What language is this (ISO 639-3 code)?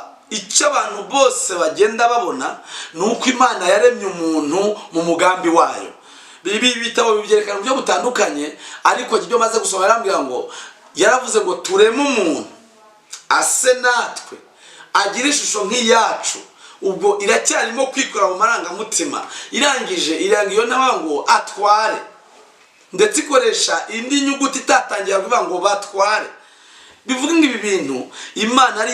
kin